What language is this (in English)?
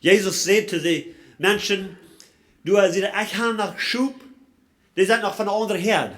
Plautdietsch